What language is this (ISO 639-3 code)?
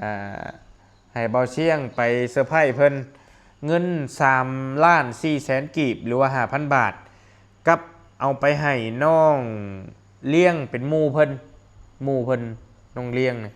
lao